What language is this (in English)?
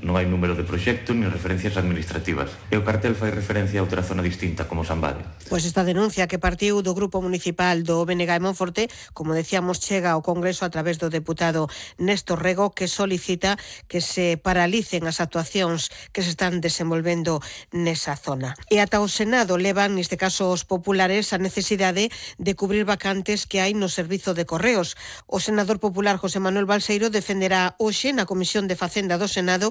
Galician